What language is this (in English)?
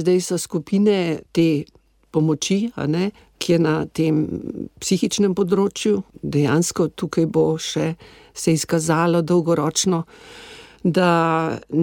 Slovenian